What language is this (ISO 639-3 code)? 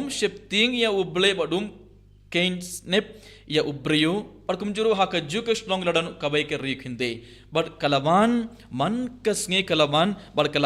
kha